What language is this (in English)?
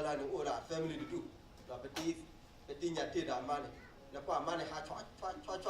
S'gaw Karen